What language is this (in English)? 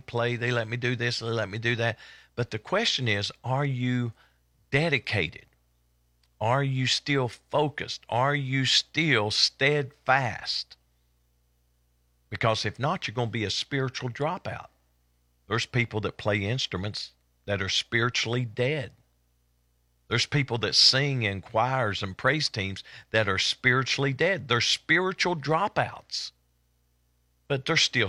English